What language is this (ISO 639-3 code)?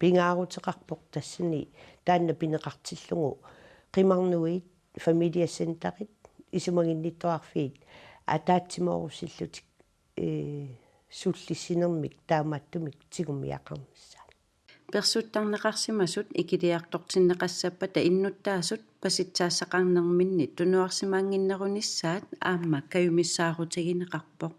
kal